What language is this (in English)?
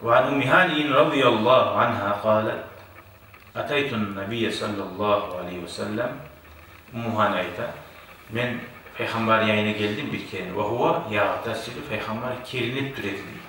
Kumyk